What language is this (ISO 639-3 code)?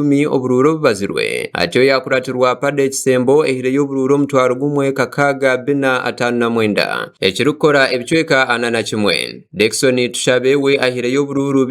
nyn